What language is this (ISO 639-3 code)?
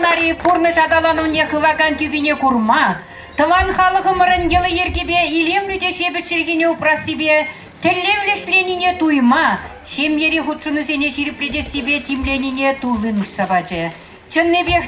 chv